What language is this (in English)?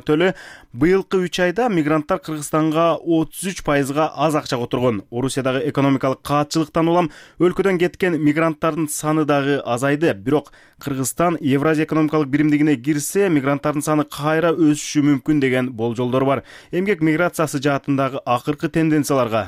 Kyrgyz